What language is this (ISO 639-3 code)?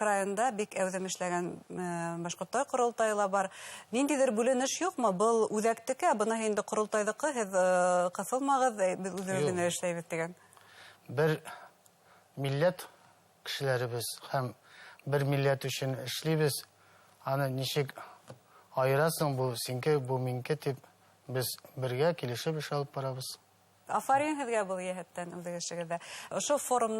bak